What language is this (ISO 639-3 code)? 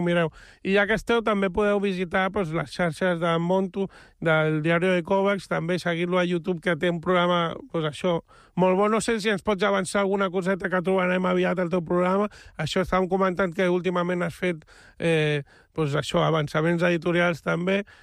cat